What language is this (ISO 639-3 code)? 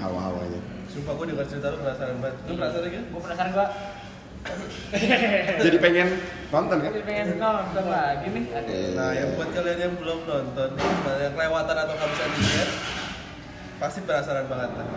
ind